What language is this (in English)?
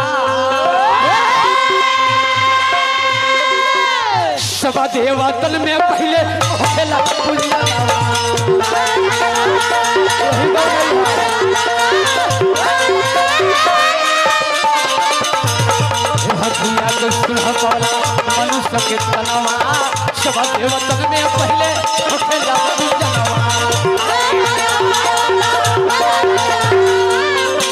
Bhojpuri